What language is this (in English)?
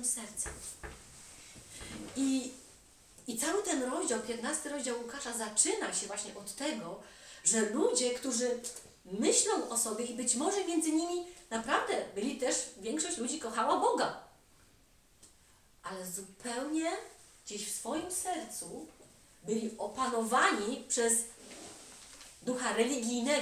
Polish